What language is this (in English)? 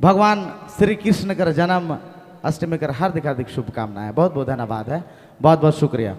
Sadri